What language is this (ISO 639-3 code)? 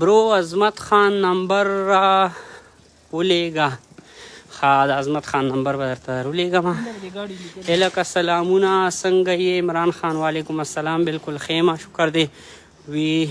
pus